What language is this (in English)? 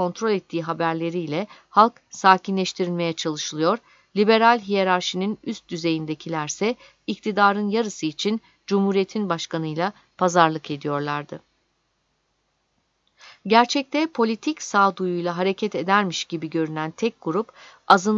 Turkish